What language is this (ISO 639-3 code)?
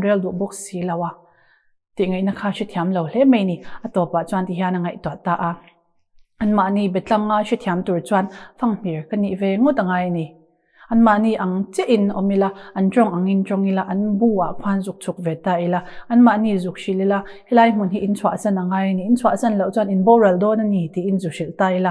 lus